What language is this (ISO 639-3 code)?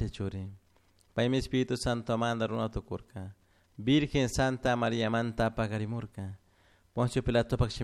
qug